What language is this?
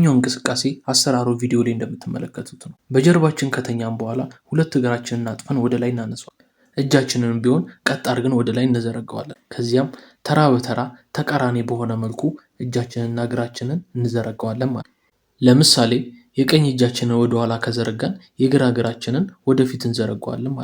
Amharic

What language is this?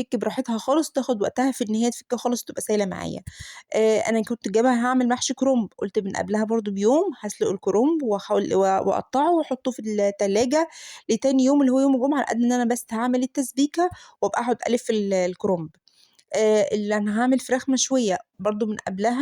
Egyptian Arabic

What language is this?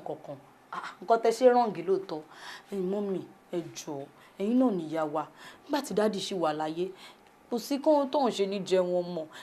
Yoruba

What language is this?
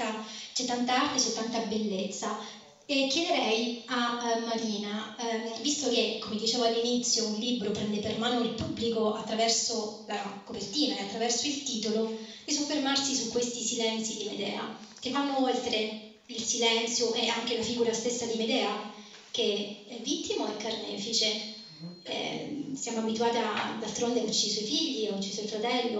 Italian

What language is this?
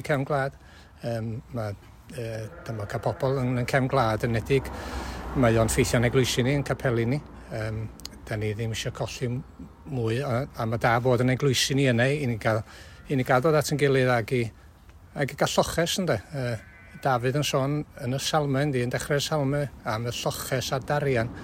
Welsh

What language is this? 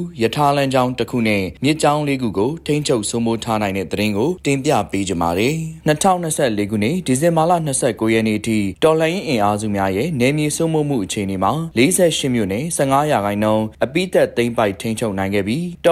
Burmese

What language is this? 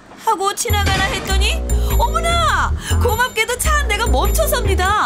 Korean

